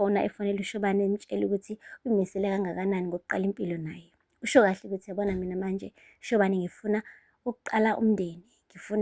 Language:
Zulu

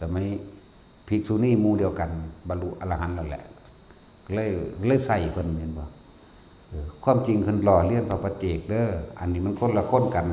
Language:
Northeastern Thai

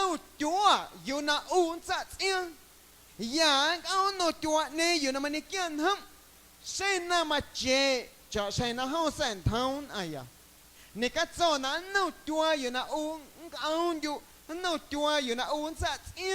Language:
Guerrero Amuzgo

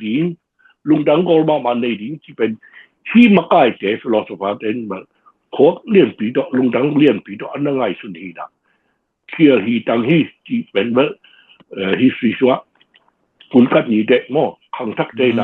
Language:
Tedim Chin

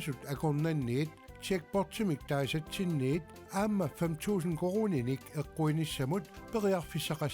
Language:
Kalaallisut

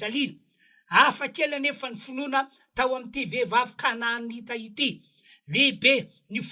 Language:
Malagasy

